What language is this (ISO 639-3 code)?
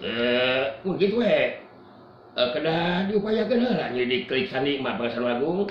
sun